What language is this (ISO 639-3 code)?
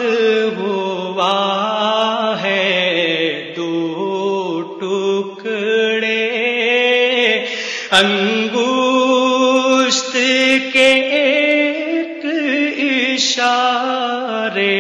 urd